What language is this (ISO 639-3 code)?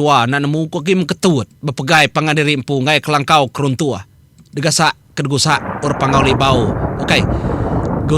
iba